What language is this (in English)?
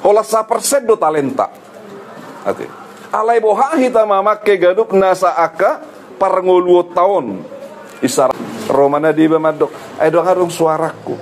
Batak Toba